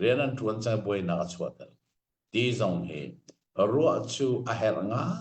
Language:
Hakha Chin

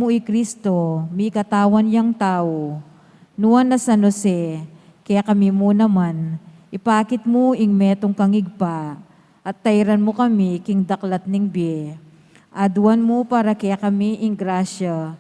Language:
Pampanga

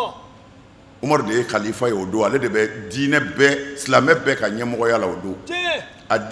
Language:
Bambara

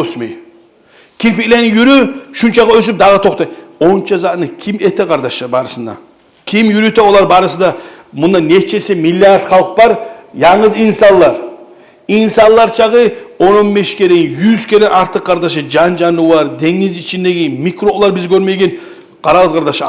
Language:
Kumyk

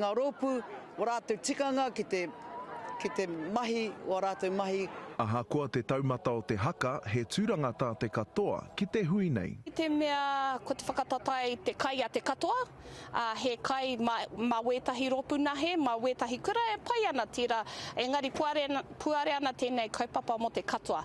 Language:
Māori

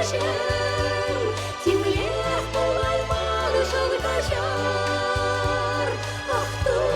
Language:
Chuvash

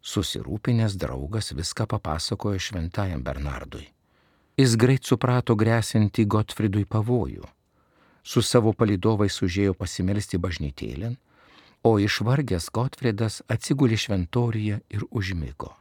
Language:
Lithuanian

